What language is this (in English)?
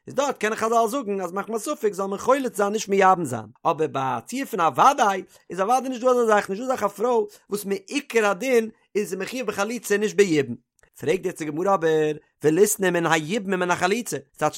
Yiddish